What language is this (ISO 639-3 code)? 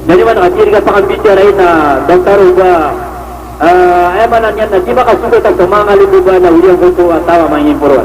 mrw